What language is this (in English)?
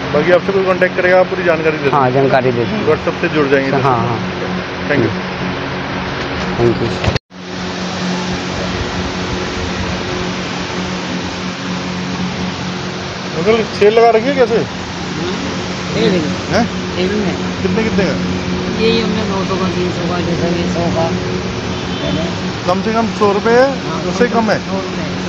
Hindi